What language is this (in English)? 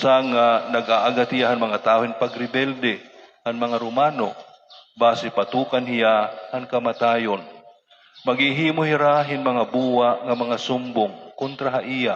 Waray